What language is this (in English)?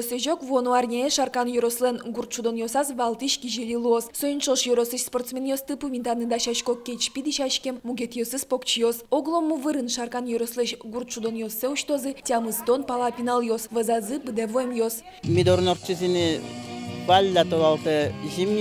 Udmurt